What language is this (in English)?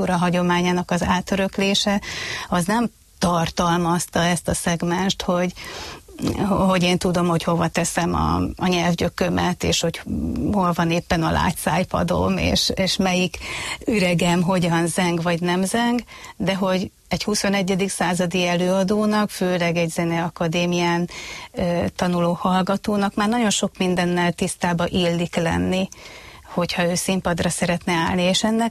Hungarian